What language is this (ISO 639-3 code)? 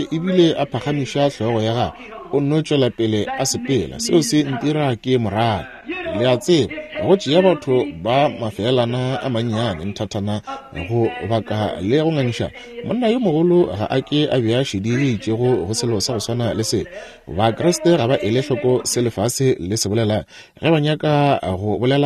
nso